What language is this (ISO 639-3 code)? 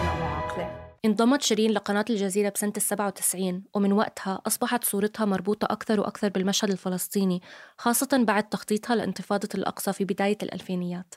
apc